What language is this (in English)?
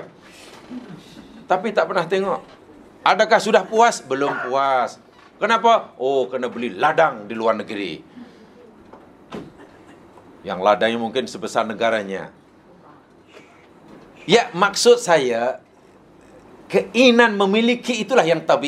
Malay